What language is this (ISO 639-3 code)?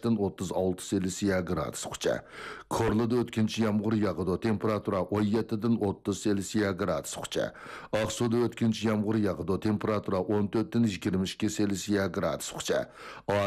uig